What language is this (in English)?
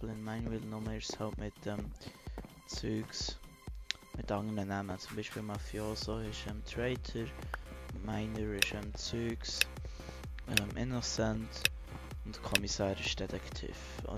Swiss German